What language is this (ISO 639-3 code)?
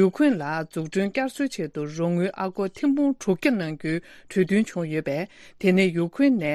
bod